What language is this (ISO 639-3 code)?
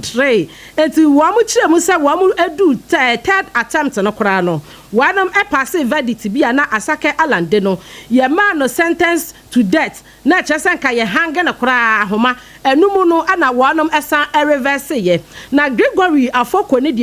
aka